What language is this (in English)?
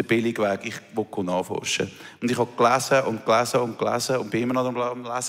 Swiss German